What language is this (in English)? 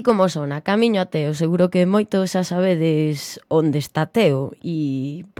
Galician